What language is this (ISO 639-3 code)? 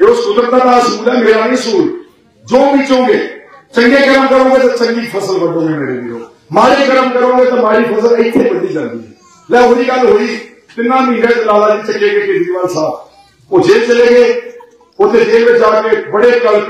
pan